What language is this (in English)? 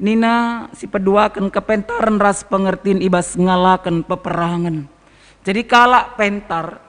Batak Karo